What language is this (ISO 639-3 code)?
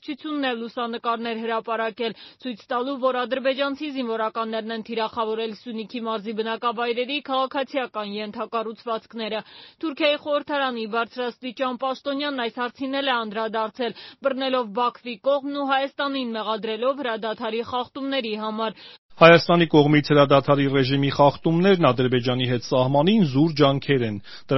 hye